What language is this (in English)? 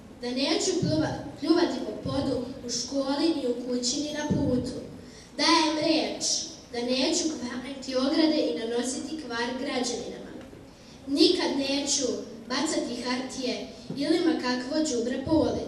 Serbian